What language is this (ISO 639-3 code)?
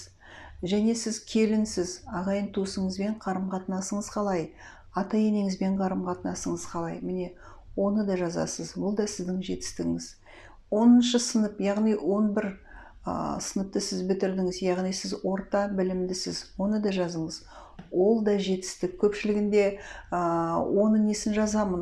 kaz